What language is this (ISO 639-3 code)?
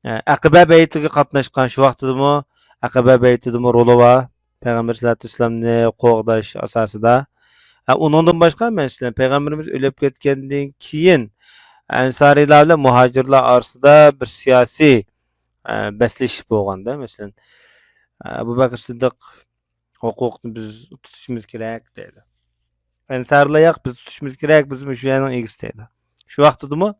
uig